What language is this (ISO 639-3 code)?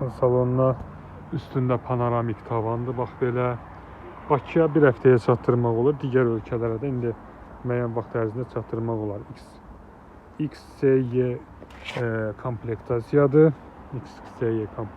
aze